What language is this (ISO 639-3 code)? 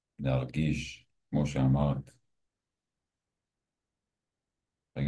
heb